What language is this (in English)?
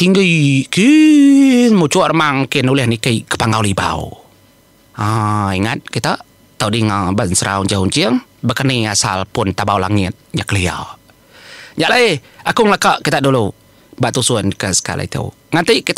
Iban